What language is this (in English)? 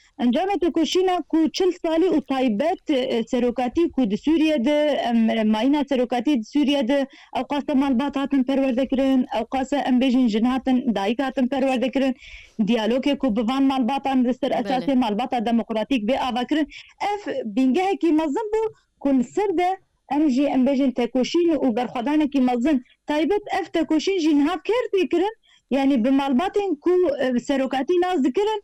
Kurdish